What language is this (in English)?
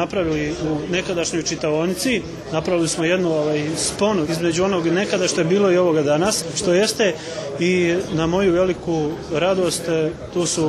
Bosnian